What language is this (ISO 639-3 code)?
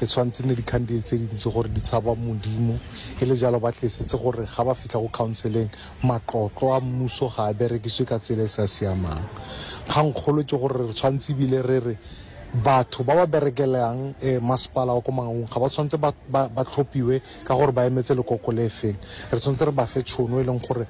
sot